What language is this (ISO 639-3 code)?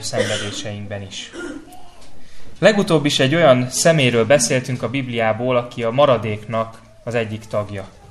hun